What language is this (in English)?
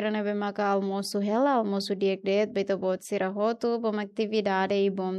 Tetum